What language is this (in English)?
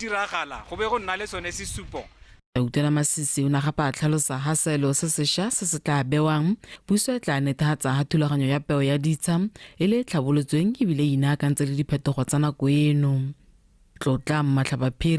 Tswana